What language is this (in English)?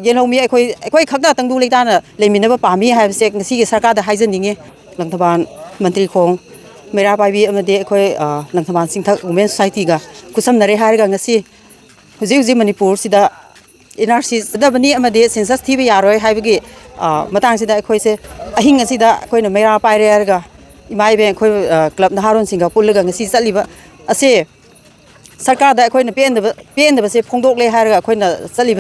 Manipuri